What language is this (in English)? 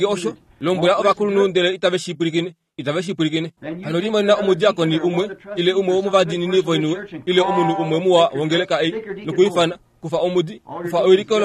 Kuanyama